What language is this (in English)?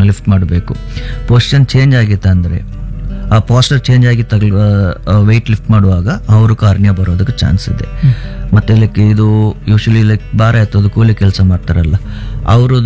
Kannada